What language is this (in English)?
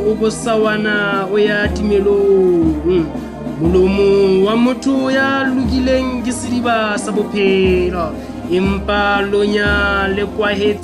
Southern Sotho